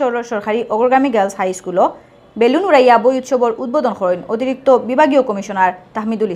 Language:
Sylheti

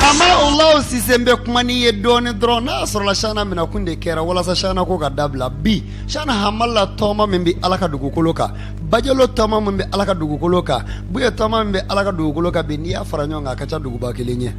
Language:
Bambara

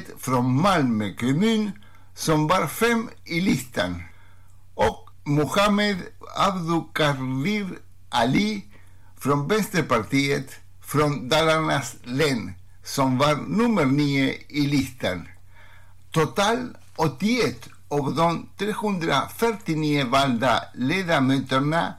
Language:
Swedish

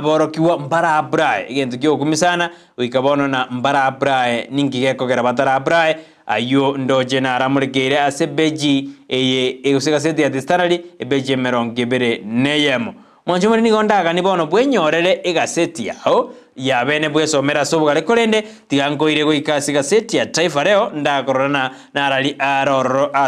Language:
Gusii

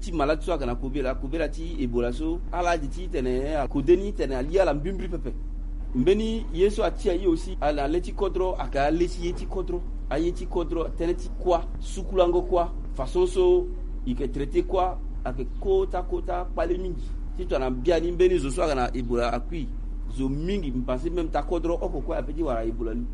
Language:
Sango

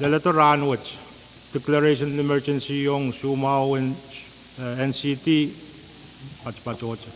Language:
Pohnpeian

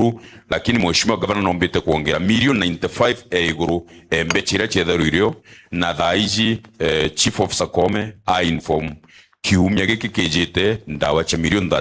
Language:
Meru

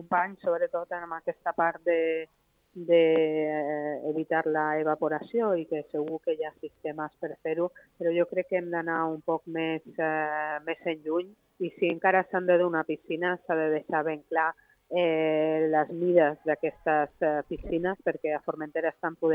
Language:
Catalan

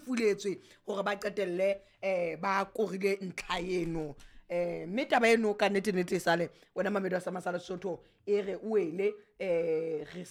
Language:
Southern Sotho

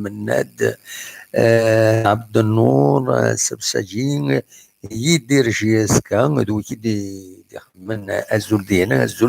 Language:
Kabyle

